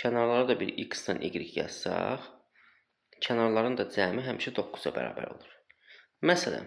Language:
Azerbaijani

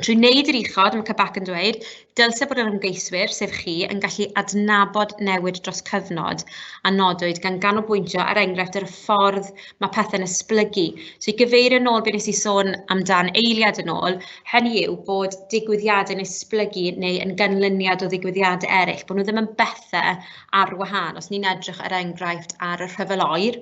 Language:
Welsh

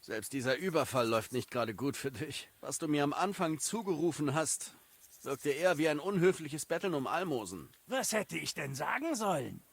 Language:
Swiss German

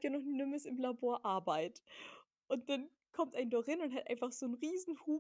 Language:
Low German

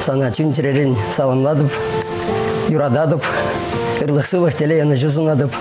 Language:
Chuvash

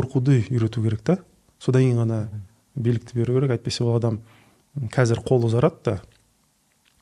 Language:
Kazakh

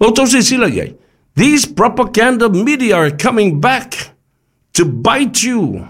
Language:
Samoan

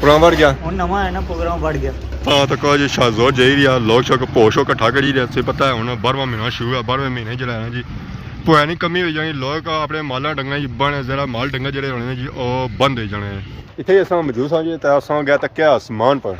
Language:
Pahari-Potwari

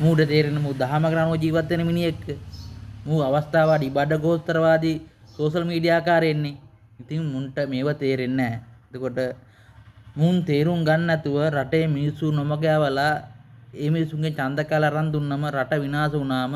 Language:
Sinhala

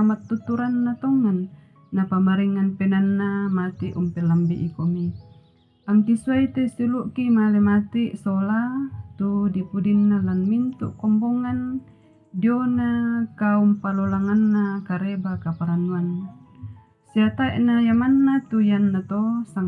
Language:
Toraja-Sa'dan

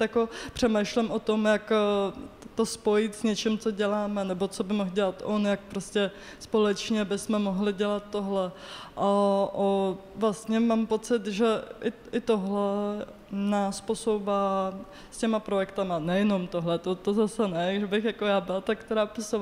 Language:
Czech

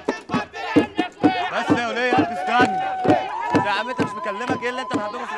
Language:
Egyptian Arabic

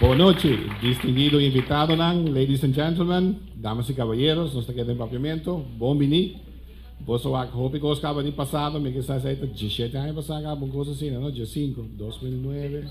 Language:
Papiamento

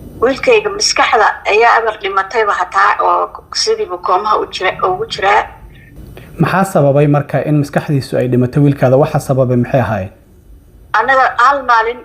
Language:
Somali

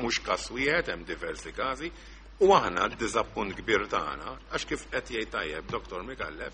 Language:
Maltese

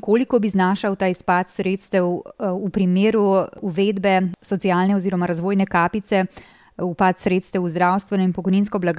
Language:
Slovenian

